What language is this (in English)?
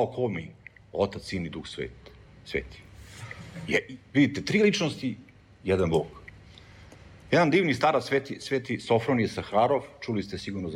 Serbian